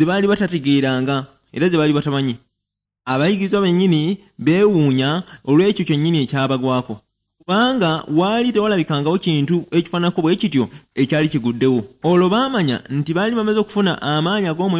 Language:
Ganda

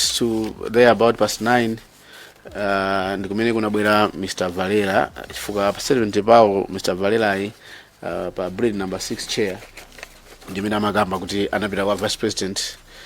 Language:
Nyanja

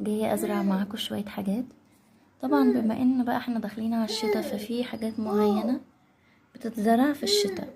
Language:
Egyptian Arabic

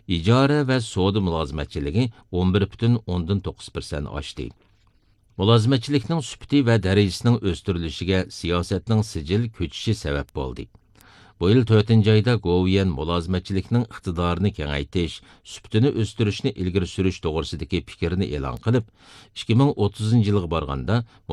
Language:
Uyghur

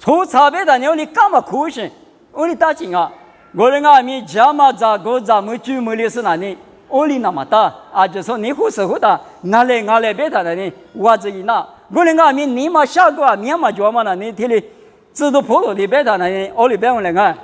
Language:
Lisu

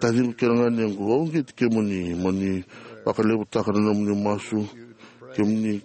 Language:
Fijian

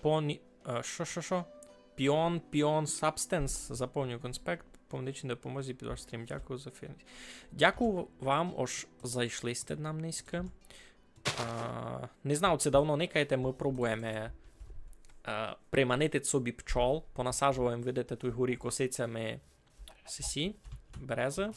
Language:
Rusyn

